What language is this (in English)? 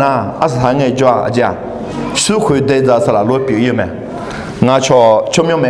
Akha